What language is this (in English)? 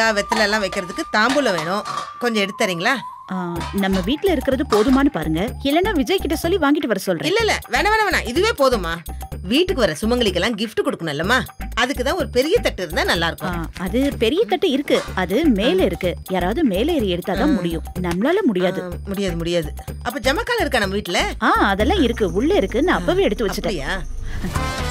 Tamil